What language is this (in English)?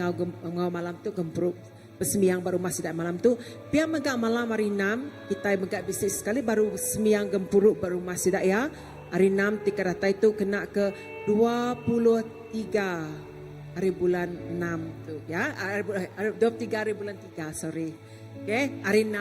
Iban